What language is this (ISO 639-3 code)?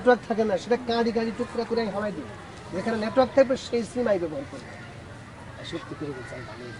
ben